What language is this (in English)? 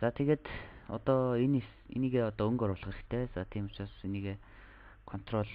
Mongolian